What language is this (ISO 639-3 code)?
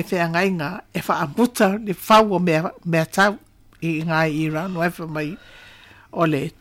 smo